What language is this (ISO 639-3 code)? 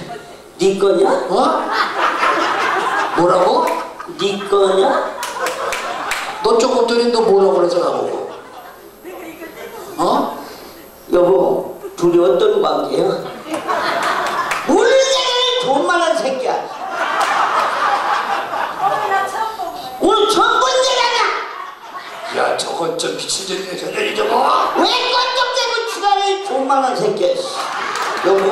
kor